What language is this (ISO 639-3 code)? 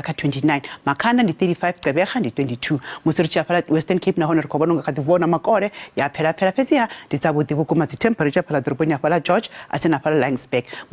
ven